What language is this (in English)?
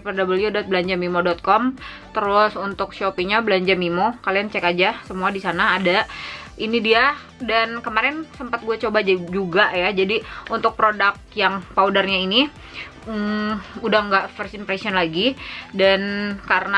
Indonesian